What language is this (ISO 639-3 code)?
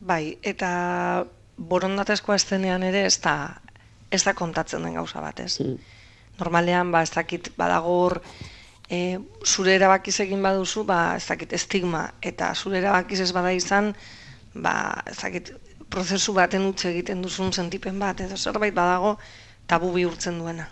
eus